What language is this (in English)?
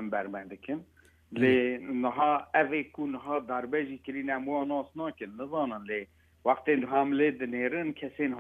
Kurdish